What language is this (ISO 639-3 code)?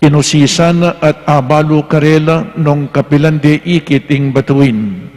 pam